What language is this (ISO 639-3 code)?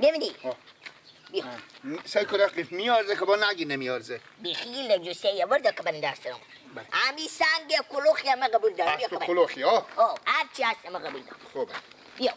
fas